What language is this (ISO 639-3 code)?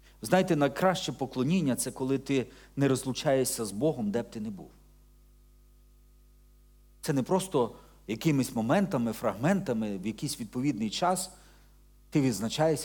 ukr